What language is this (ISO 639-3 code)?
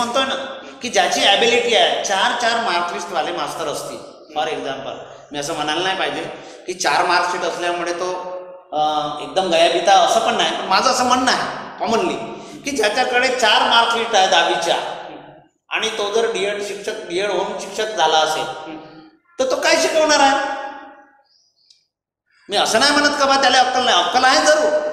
mar